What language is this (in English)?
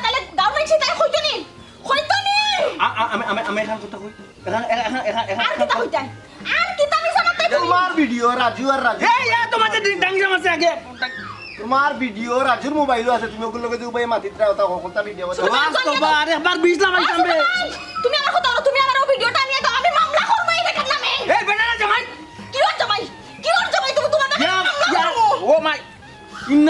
Sylheti